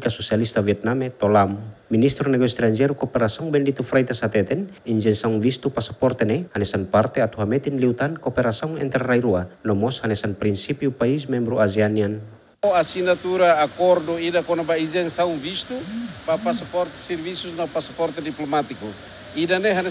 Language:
Tetum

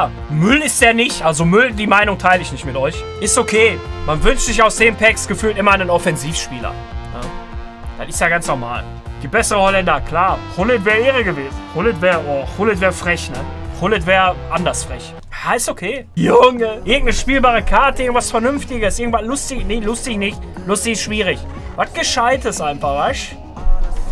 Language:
German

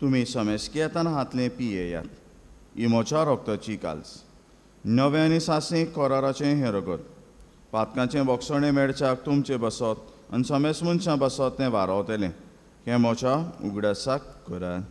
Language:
Konkani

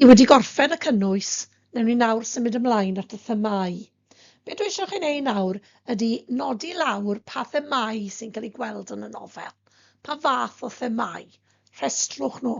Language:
Welsh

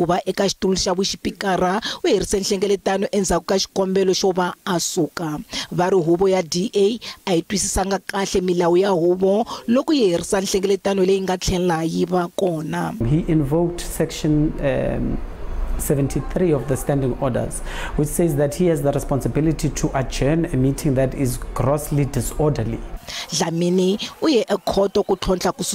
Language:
Tsonga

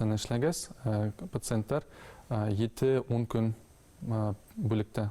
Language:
Bashkir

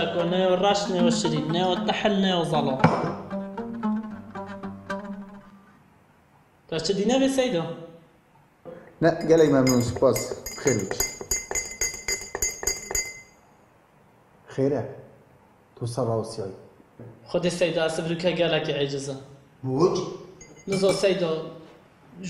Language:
Kurdish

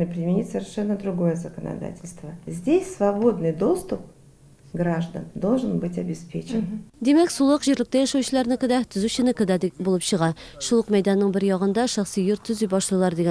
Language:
Tatar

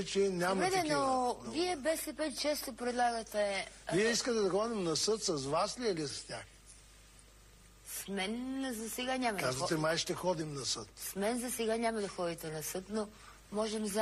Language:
Bulgarian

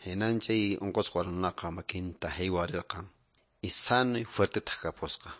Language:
Quechua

